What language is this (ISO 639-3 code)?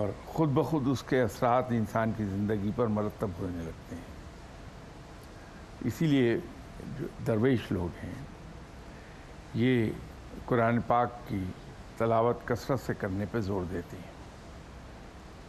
urd